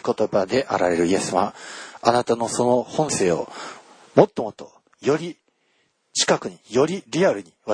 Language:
Japanese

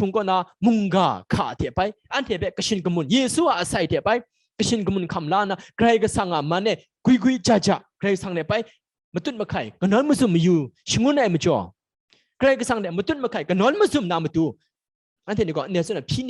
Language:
Kachin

